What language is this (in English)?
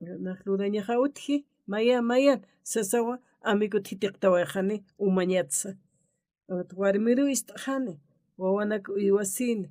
Aymara